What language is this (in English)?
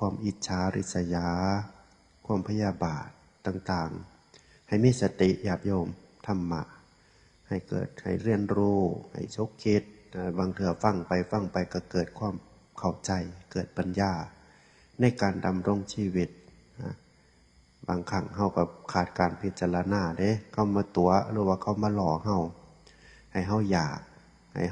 Northeastern Thai